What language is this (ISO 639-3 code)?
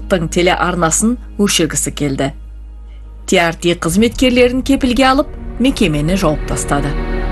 kaz